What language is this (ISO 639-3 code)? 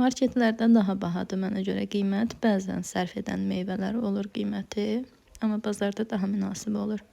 aze